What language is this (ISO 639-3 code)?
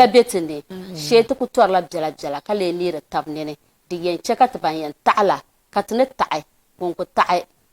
dag